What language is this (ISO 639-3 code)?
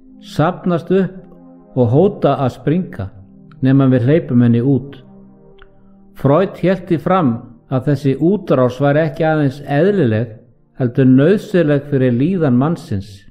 isl